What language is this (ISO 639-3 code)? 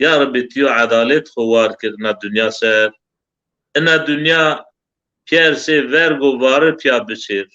zza